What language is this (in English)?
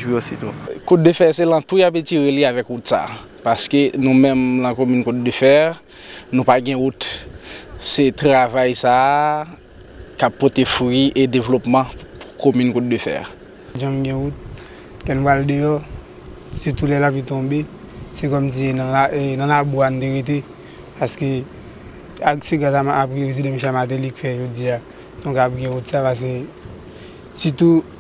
Haitian Creole